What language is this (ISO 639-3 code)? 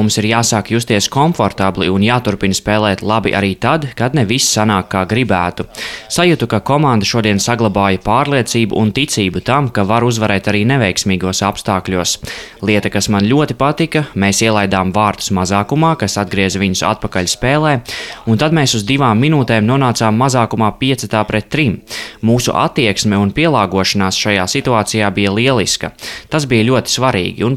lav